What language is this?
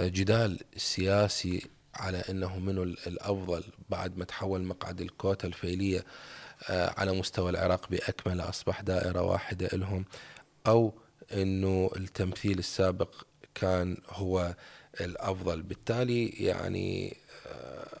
Mesopotamian Arabic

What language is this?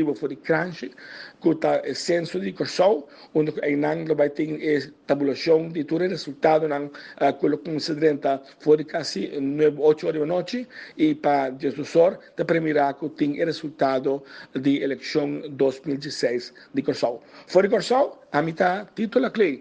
Papiamento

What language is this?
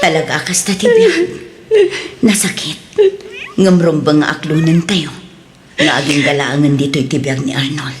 Iloko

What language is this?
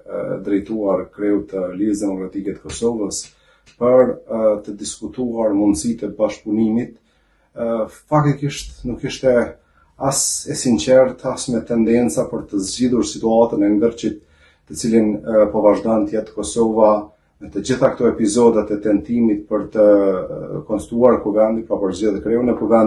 Albanian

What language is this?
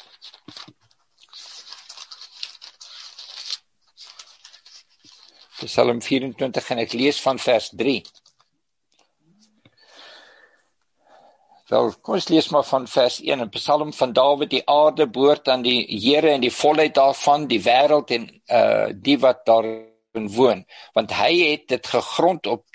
Afrikaans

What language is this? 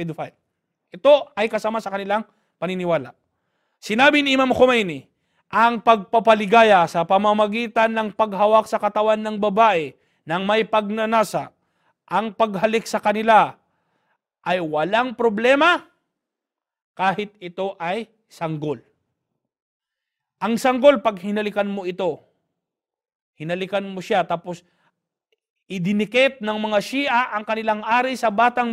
Filipino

